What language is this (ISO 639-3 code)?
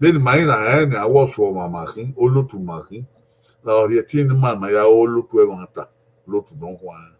bin